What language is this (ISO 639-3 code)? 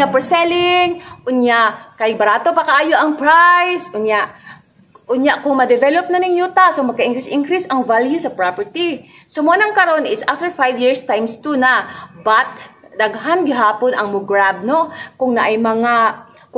ceb